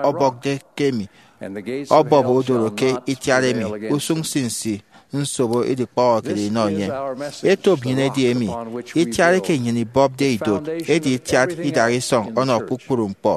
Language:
Efik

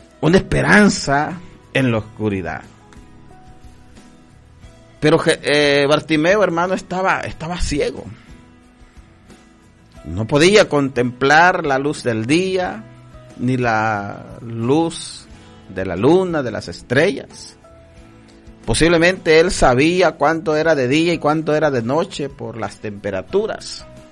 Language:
Spanish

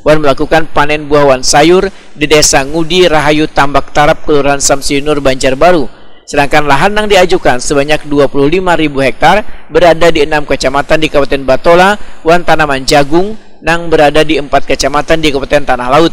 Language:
Banjar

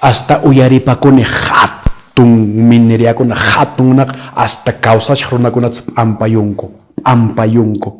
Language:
Quechua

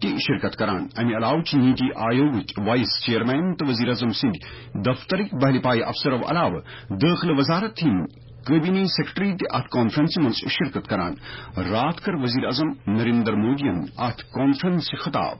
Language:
Kashmiri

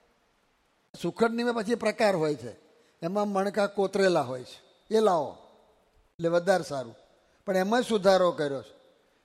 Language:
Gujarati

